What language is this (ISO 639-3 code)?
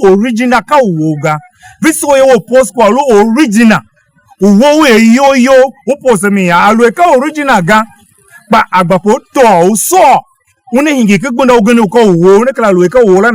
tiv